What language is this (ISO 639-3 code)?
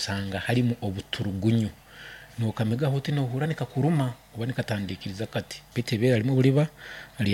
nyn